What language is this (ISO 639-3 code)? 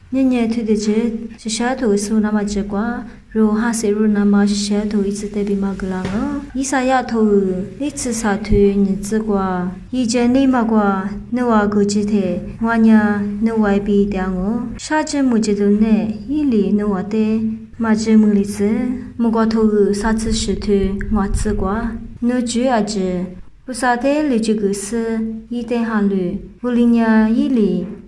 lis